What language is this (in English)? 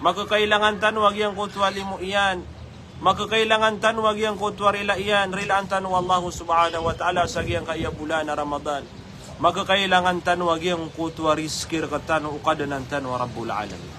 Maranao